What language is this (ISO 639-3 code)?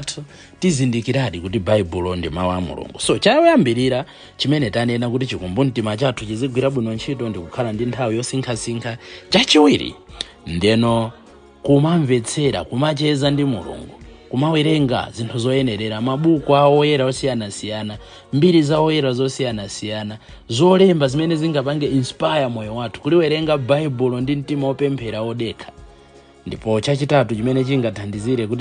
nya